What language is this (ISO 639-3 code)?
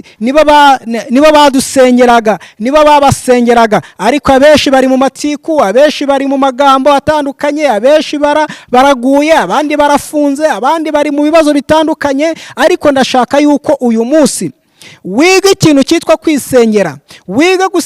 kin